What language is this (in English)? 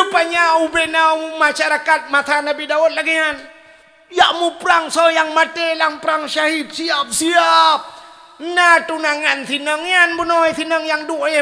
Achinese